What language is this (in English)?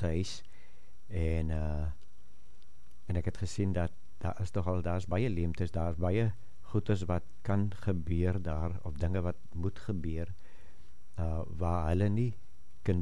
Afrikaans